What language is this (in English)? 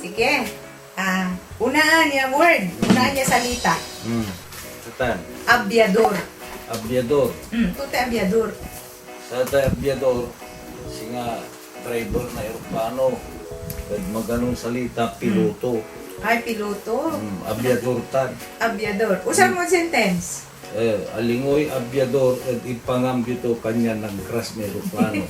Pangasinan